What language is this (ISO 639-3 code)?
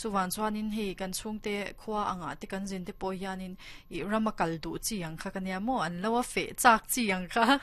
lus